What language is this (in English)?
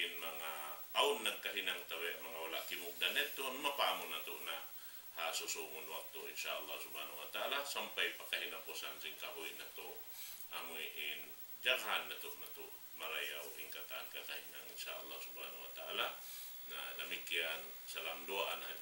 Tausug